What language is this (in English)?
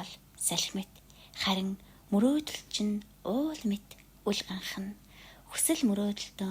Mongolian